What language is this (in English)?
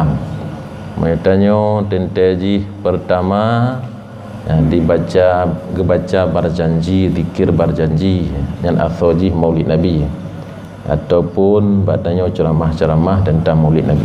Achinese